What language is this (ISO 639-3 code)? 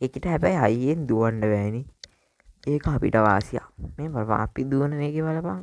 sin